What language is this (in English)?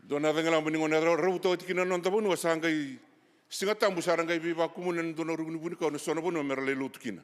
Fijian